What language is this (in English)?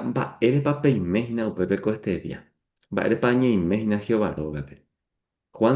Guarani